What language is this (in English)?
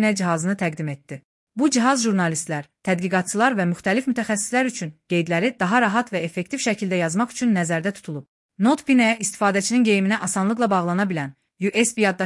Azerbaijani